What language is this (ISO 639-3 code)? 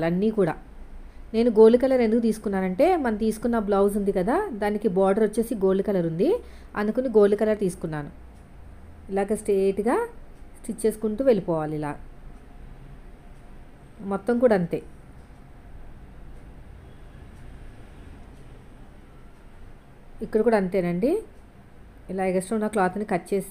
tel